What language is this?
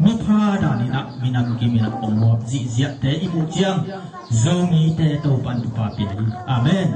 Tedim Chin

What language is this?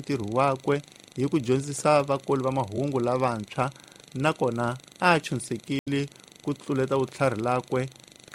Tsonga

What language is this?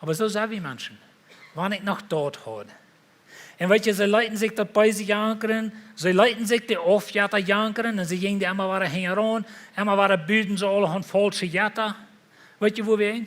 Plautdietsch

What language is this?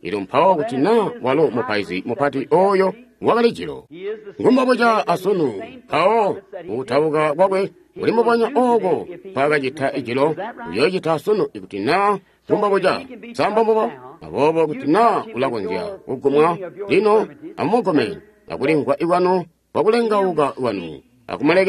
Tonga (Zambia)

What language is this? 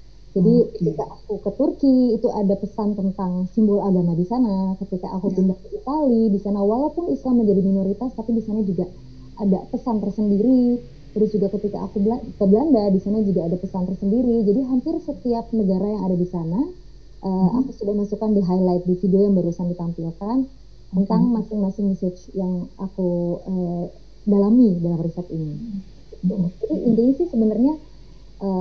Indonesian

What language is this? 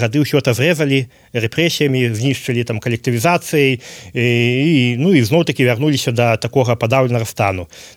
Belarusian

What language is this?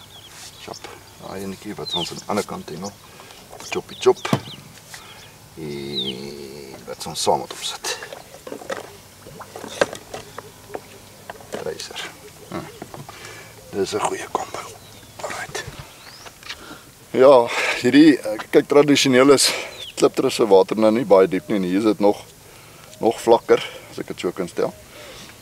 Afrikaans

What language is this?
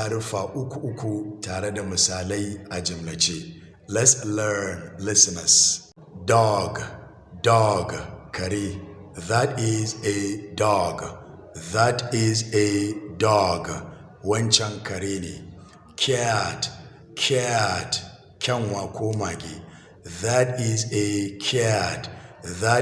Hausa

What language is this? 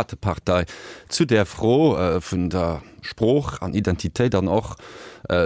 Luxembourgish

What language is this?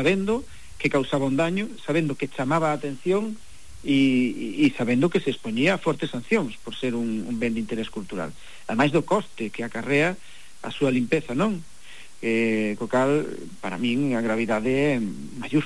Galician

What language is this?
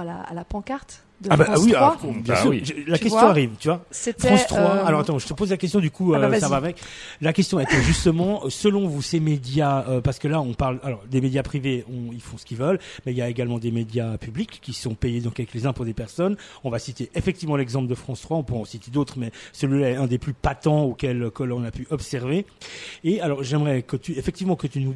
French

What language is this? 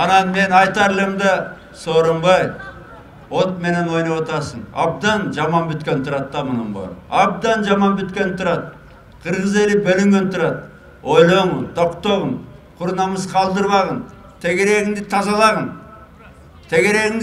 Kyrgyz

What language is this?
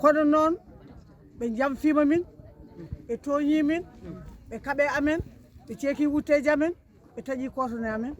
Fula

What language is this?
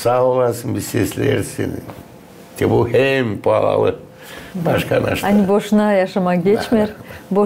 Gagauz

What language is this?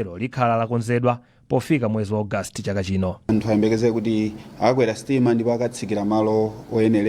Nyanja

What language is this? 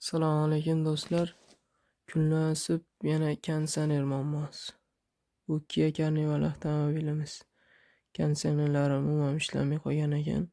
Uzbek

